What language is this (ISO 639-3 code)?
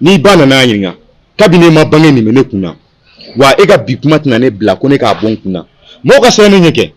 bam